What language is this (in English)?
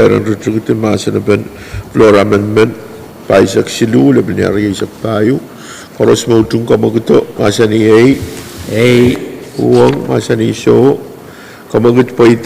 Pohnpeian